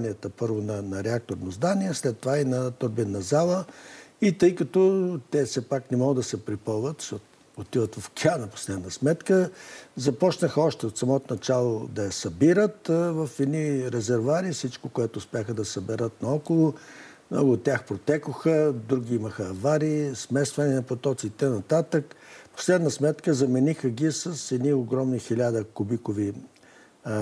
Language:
Bulgarian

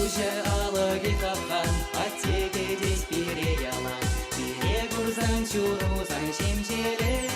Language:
Chuvash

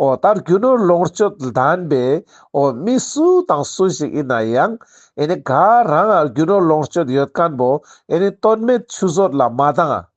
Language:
Ladakhi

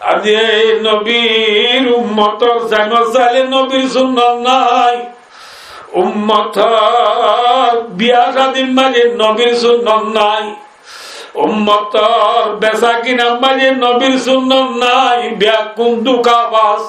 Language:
Rohingya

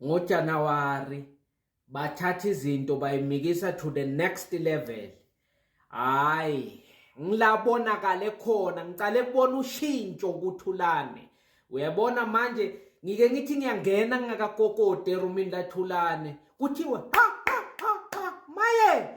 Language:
Zulu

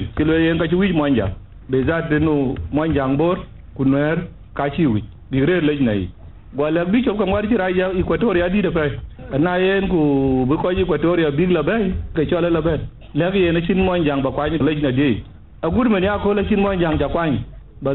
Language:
Dinka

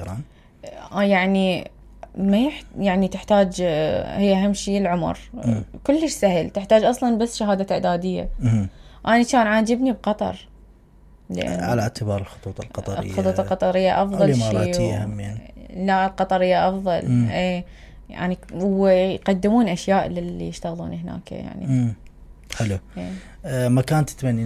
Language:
Mesopotamian Arabic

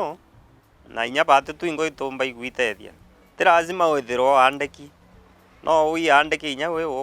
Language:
Meru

